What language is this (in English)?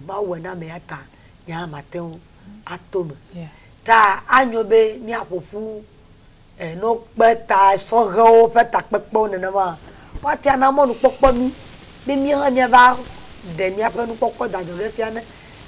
Ewe